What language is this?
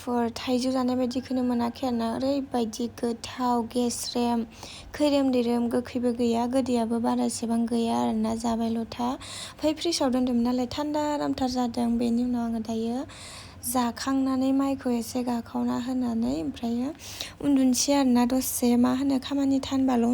Bodo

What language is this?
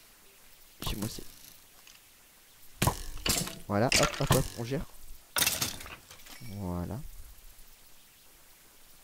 French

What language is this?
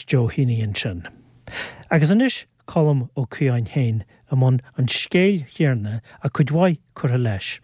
Irish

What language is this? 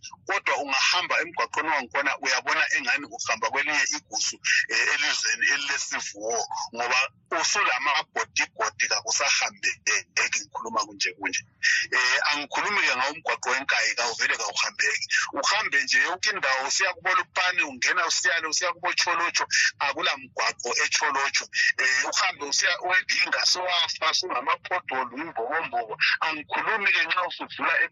North Ndebele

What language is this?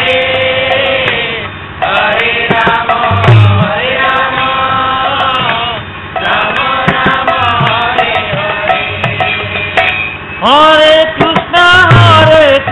Odia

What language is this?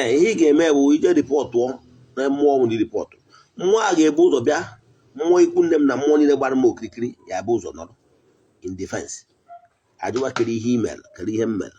Igbo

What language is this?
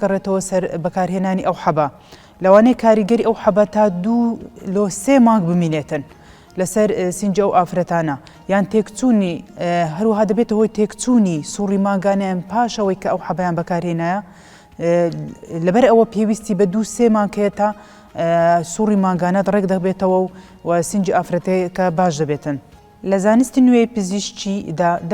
Central Kurdish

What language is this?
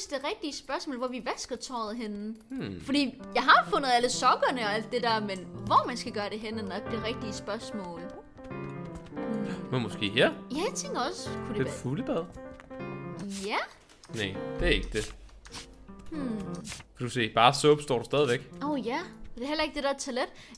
Danish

